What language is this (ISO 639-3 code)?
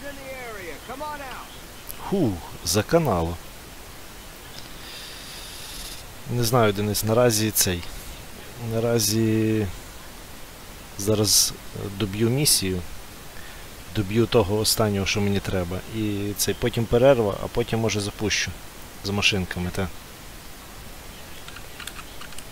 ukr